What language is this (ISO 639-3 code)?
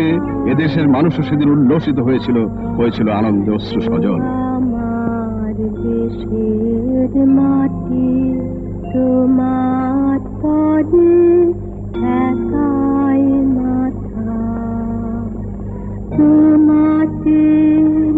ben